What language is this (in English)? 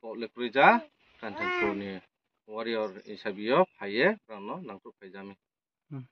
Riang (India)